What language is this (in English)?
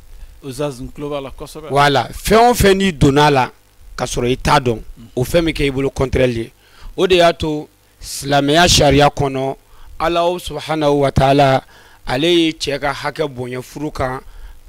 Bambara